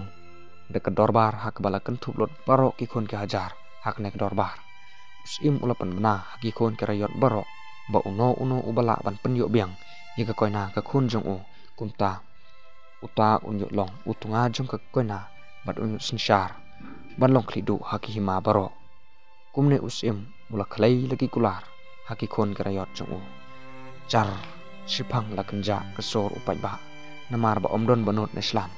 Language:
Khasi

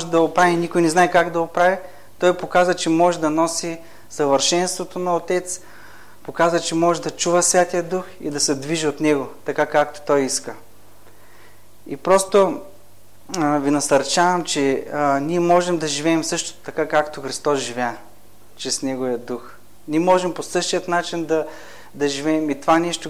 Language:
Bulgarian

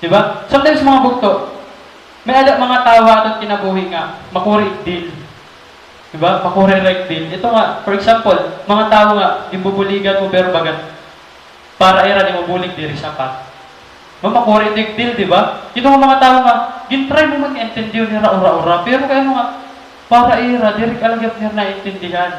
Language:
Waray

